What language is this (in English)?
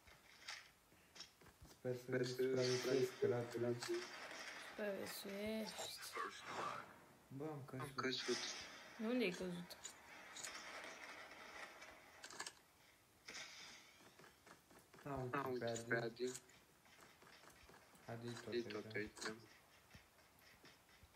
Romanian